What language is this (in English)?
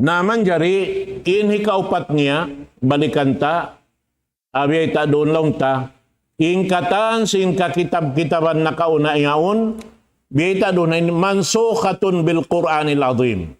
Tausug